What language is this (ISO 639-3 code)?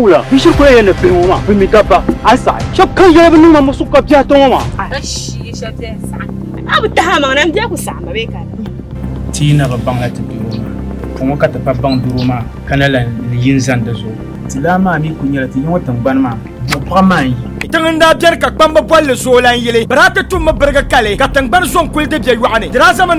dag